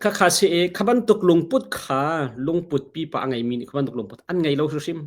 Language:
Hakha Chin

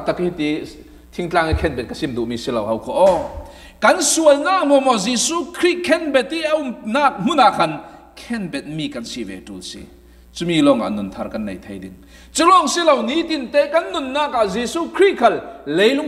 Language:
Falam Chin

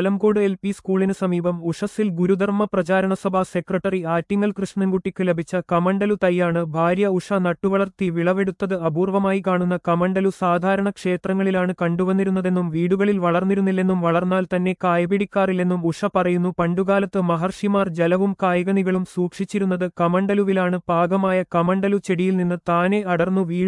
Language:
Malayalam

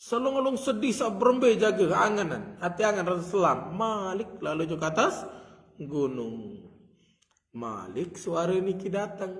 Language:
Sasak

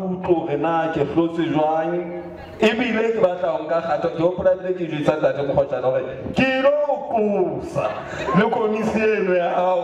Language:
Southern Sotho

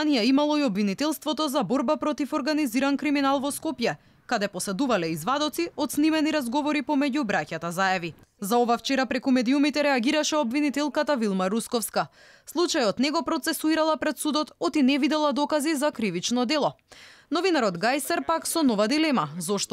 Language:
Macedonian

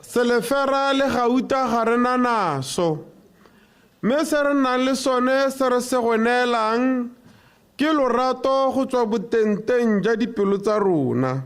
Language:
Tswana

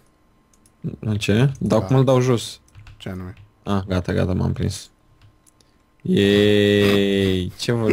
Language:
Romanian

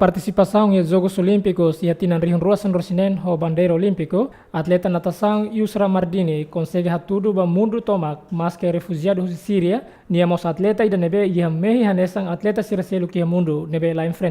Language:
Tetum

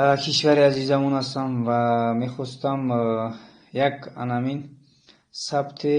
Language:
Tajik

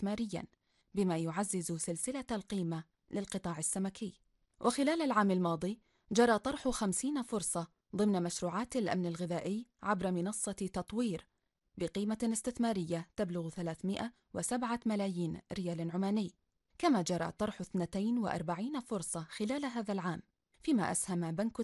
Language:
Arabic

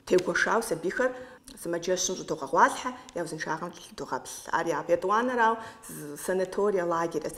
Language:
Kabardian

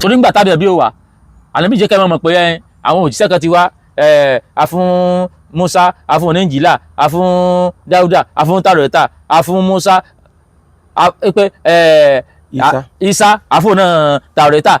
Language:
Yoruba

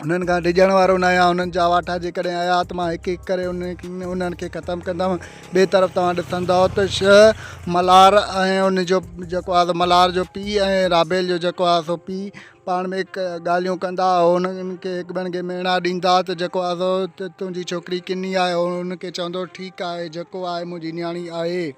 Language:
Sindhi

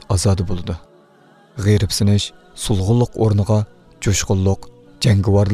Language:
Uyghur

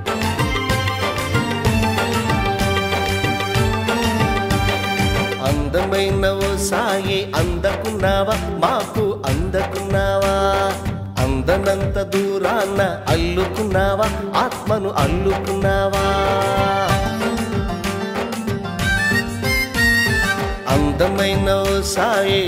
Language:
Telugu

